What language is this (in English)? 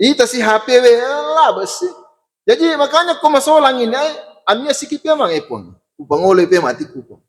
Buginese